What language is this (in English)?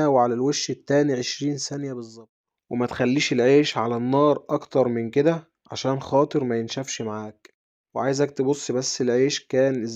Egyptian Arabic